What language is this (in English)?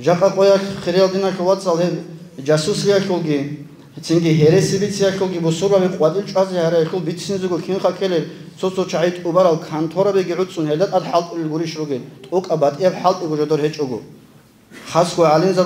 Avaric